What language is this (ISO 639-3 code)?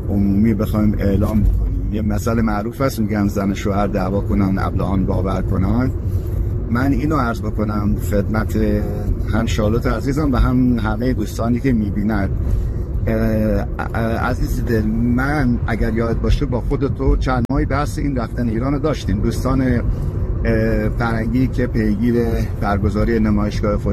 fas